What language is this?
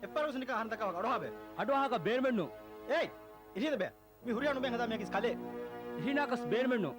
Divehi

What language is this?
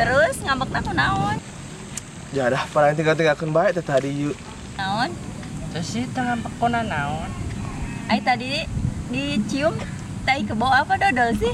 Sundanese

